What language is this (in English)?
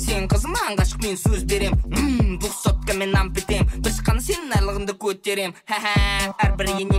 Kara-Kalpak